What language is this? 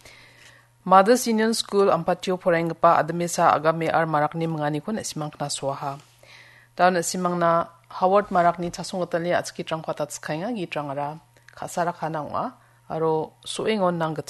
Garo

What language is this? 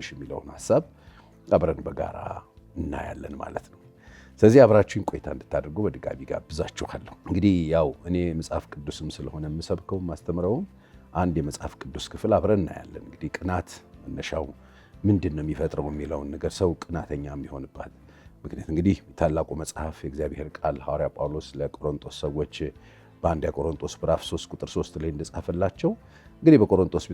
Amharic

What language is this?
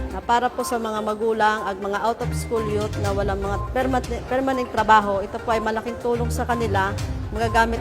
Hiligaynon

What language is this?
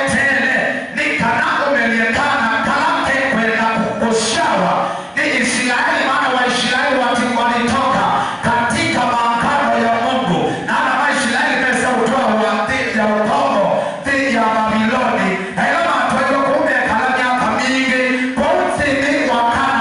Kamba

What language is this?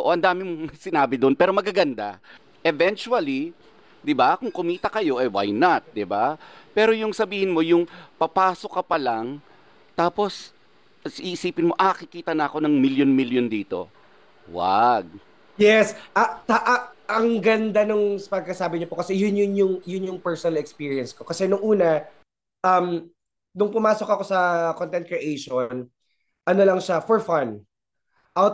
Filipino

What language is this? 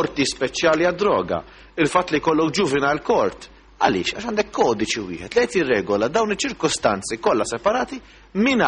Maltese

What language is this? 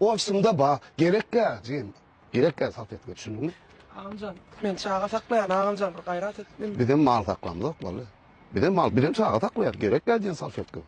Turkmen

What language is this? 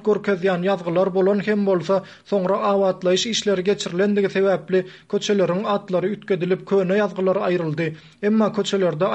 Turkmen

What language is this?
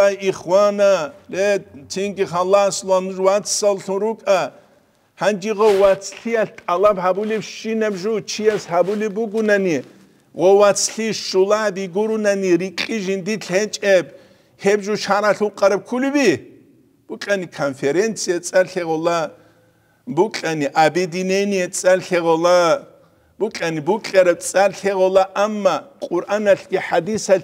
Avaric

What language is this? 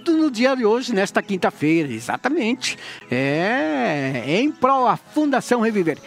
Portuguese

